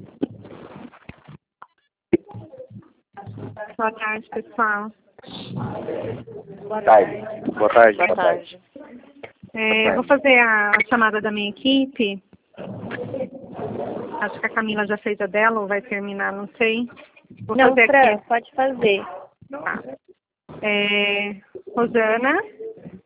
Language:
Portuguese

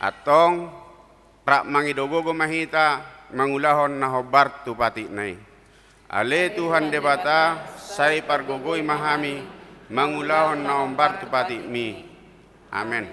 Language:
Batak Toba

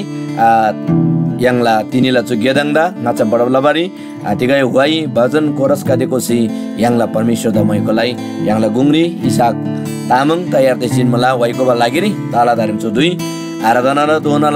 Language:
Eastern Tamang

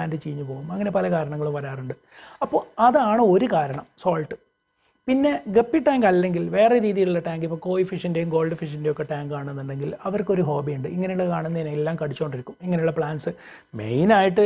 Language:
Malayalam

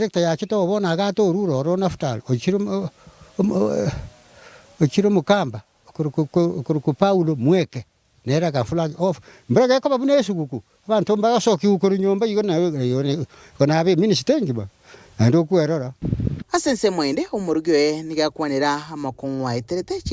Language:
Gusii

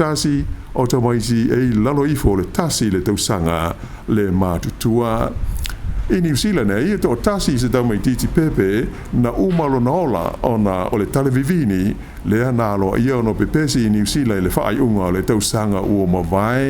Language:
Samoan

